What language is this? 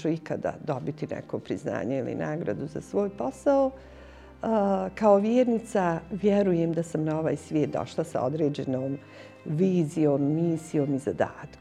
Bosnian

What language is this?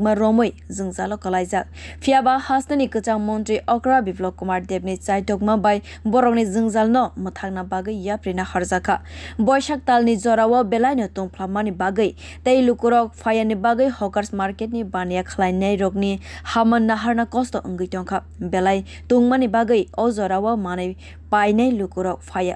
Kok Borok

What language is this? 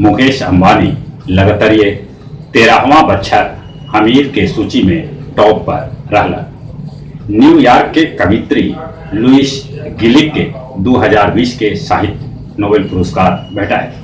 Magahi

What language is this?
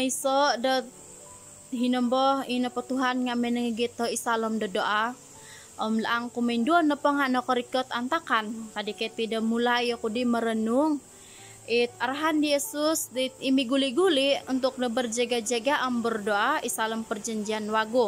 Central Dusun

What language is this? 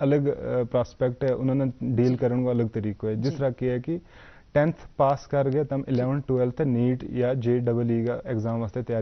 Gujari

